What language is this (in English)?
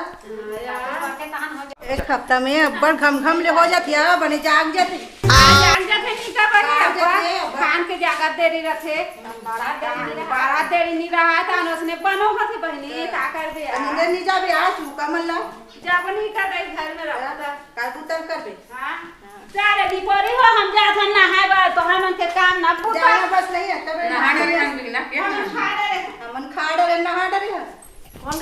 Chhattisgarhi